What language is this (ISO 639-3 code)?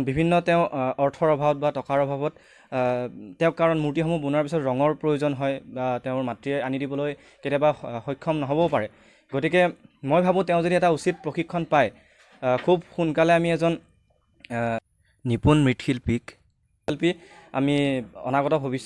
asm